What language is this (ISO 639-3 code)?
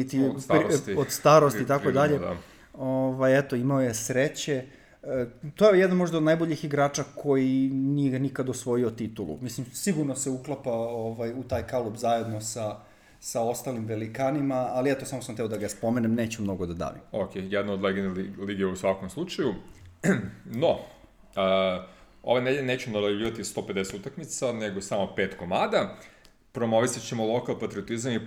srp